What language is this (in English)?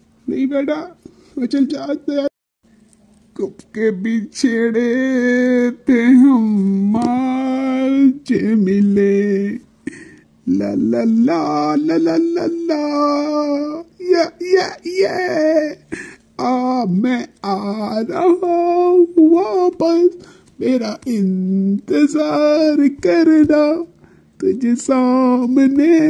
Hindi